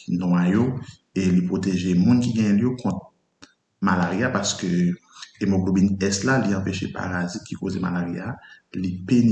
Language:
Haitian Creole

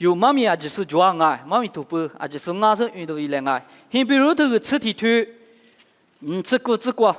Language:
Lisu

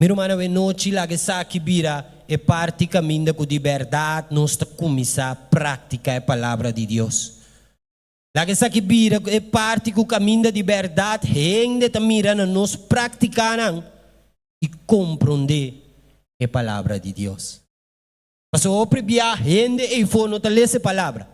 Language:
Papiamento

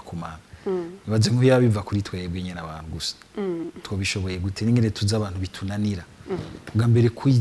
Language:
Rundi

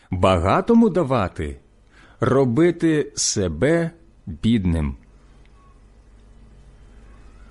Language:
Ukrainian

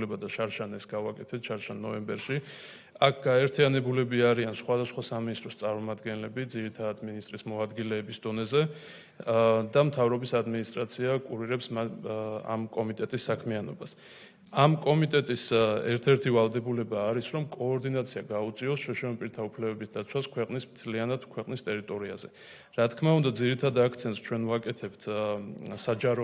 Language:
Georgian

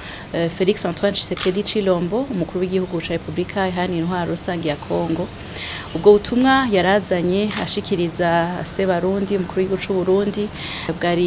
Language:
Rundi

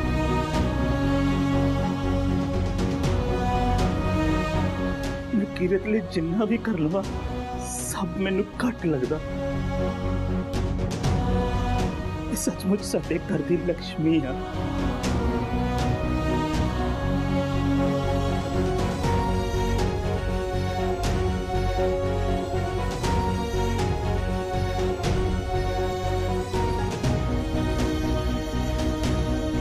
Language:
Punjabi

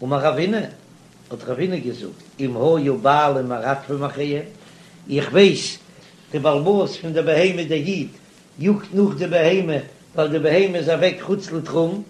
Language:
Yiddish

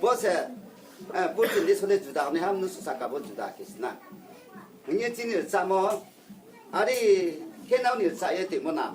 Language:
Riang (India)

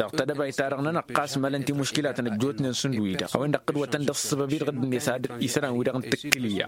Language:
Tamasheq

